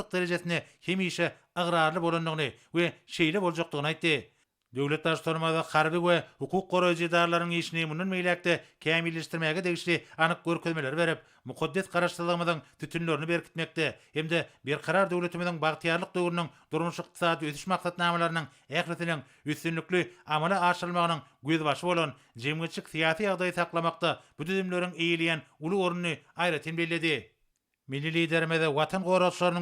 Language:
Turkmen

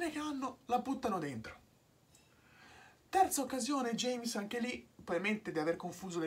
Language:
Italian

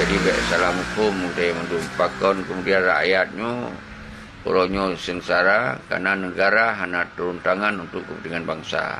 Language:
Achinese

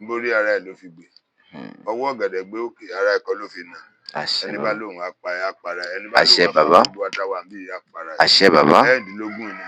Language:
Yoruba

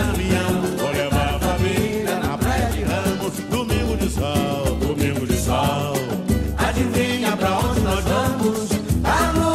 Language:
Portuguese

